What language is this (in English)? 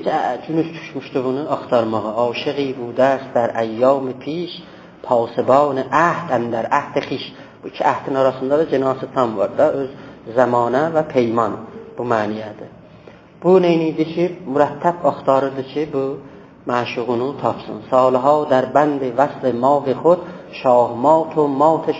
South Azerbaijani